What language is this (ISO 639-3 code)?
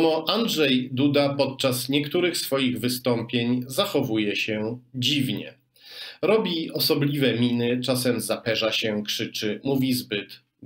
pol